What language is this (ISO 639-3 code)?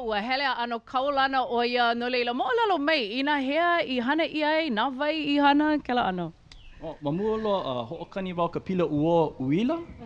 haw